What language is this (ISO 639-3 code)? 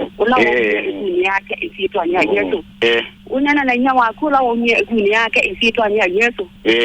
kam